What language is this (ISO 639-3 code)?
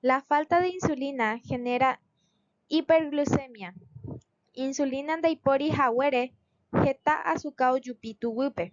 grn